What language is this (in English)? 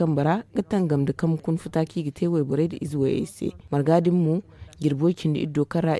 Zarma